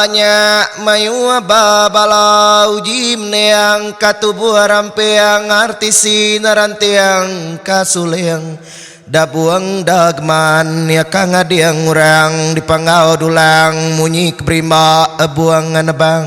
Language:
Iban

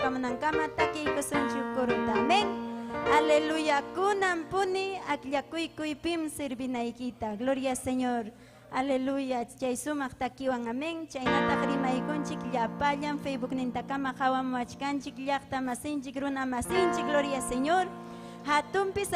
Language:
Ayacucho Quechua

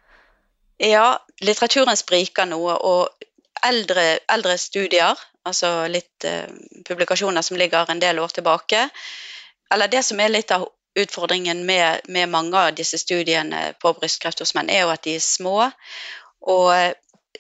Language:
Norwegian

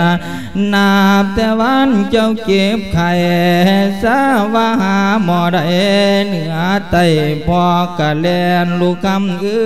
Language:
Lao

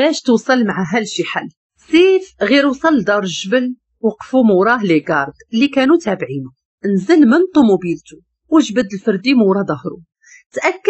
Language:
Moroccan Arabic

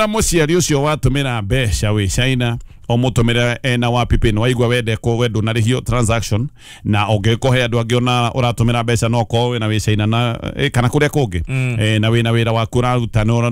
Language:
Kikuyu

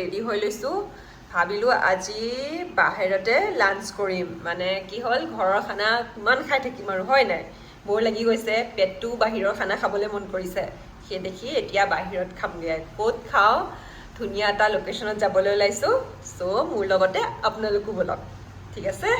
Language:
Assamese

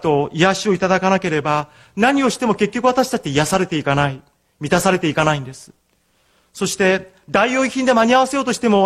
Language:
Japanese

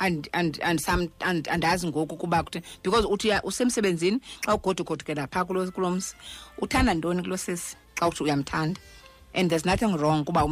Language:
Xhosa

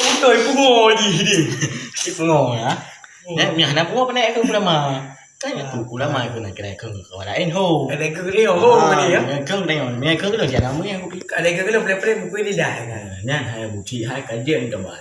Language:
Achinese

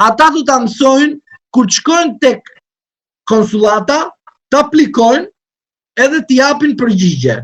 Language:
Albanian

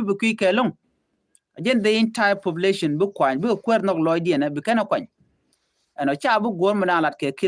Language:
Nuer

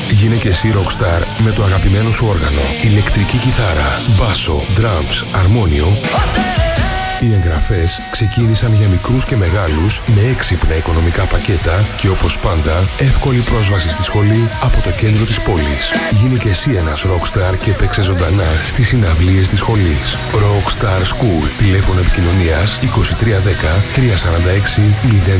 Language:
Greek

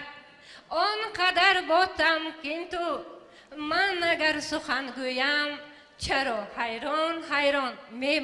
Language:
Tajik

